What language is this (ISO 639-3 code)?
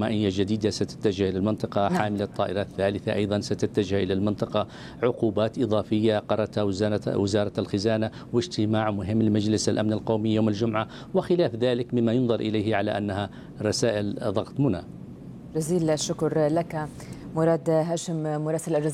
ara